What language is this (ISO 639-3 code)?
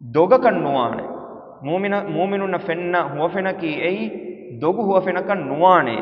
div